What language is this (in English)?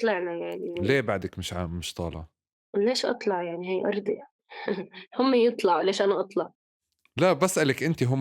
North Levantine Arabic